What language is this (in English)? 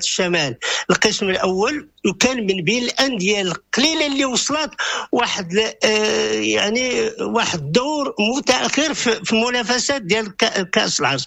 Moroccan Arabic